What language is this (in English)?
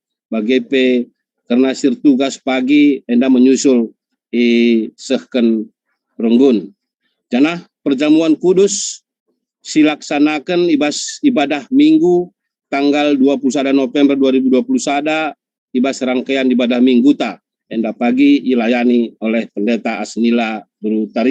Batak Karo